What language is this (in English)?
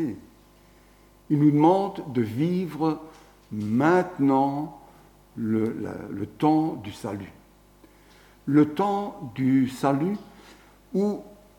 French